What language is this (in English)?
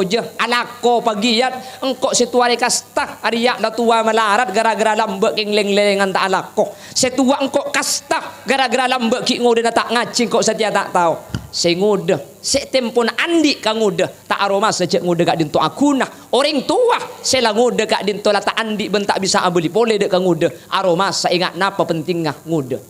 Madurese